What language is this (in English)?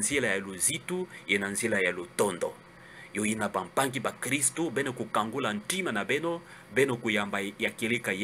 Kituba (Democratic Republic of Congo)